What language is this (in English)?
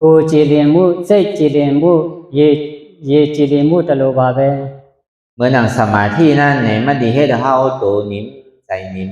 Shan